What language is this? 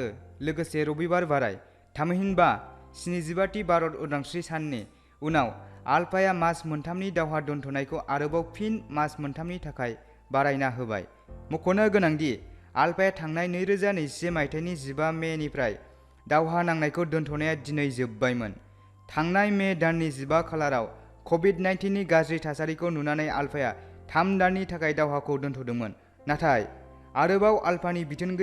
Bodo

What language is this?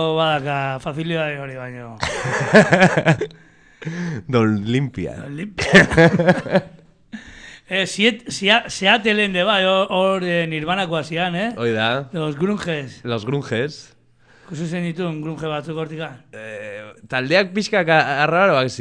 Basque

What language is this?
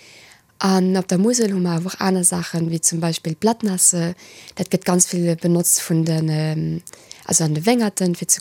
Luxembourgish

